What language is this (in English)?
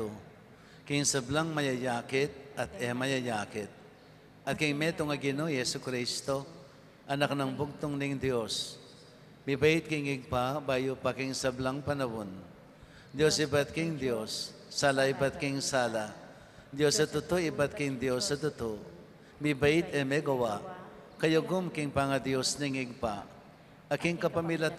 Pampanga